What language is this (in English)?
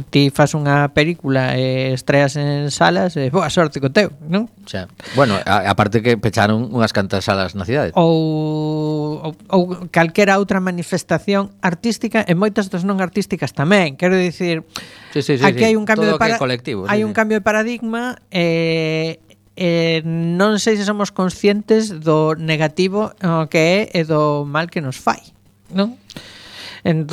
Galician